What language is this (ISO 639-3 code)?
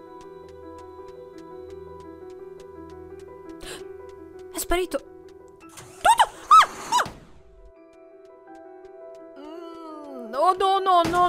ita